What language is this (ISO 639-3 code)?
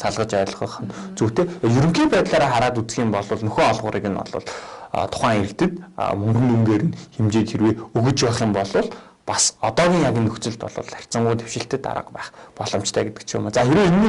mon